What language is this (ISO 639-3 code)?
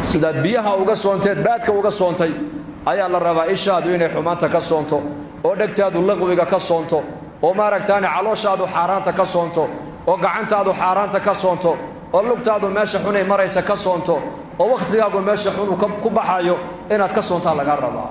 som